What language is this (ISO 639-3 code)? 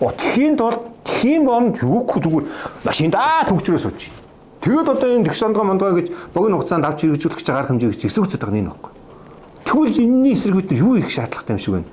mon